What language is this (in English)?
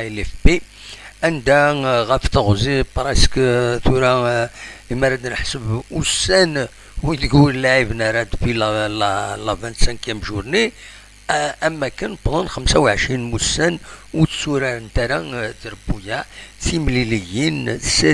Kabyle